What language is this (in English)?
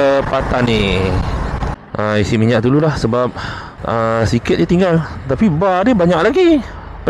Malay